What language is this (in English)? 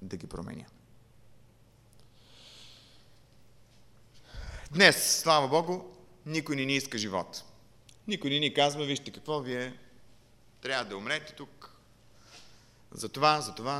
Bulgarian